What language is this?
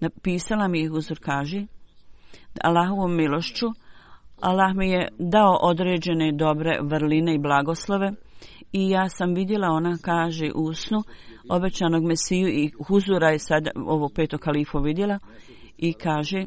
Bosnian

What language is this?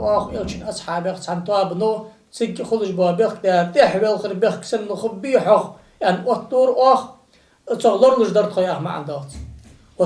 Ingush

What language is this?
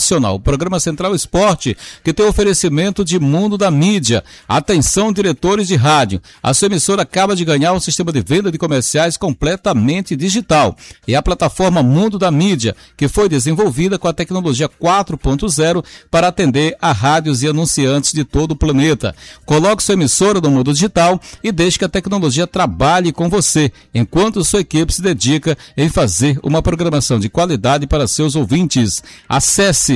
Portuguese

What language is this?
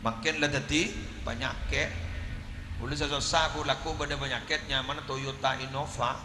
Madurese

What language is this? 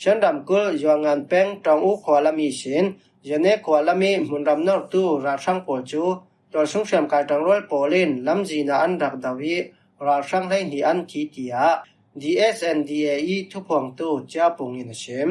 Falam Chin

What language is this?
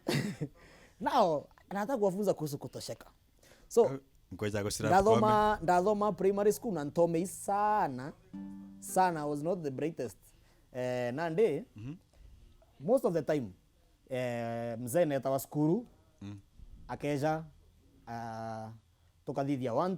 Meru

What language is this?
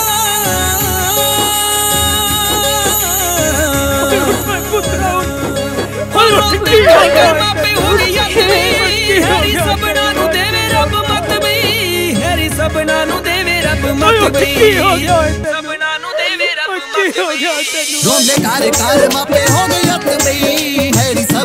Punjabi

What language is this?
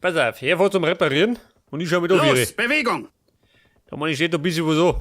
Bavarian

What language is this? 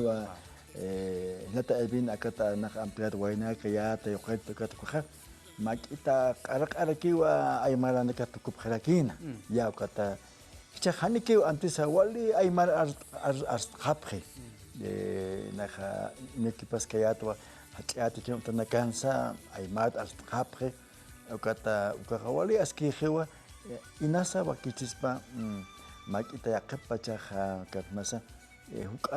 Aymara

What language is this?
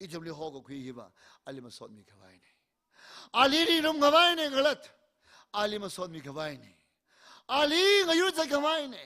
Tangkhul Naga (India)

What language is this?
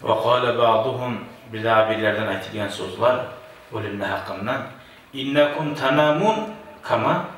Kumyk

